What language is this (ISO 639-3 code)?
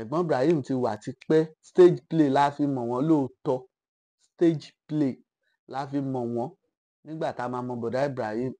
yor